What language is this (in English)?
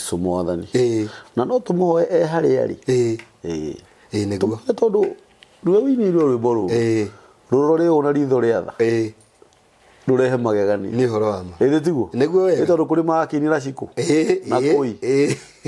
Kikuyu